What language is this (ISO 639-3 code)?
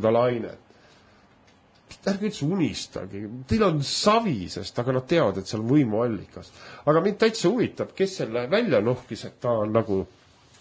est